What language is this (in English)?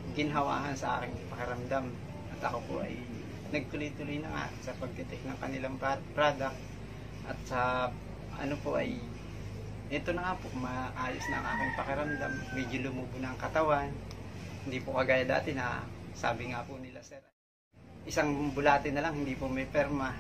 Filipino